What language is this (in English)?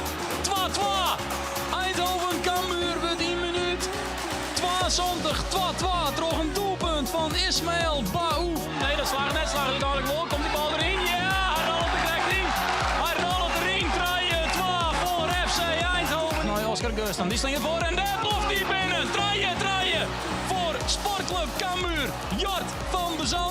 Western Frisian